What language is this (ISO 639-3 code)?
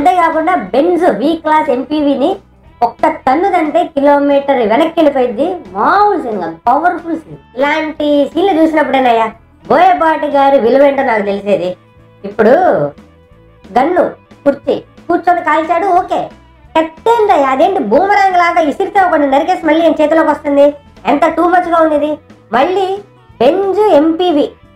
tel